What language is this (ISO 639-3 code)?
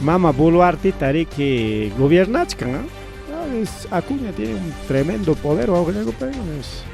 quy